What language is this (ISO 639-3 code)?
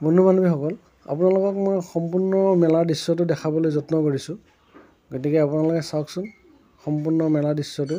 asm